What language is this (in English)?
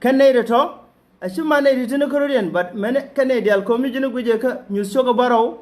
Nuer